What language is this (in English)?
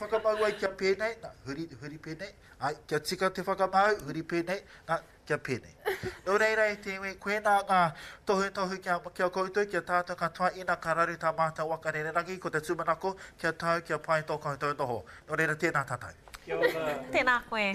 Māori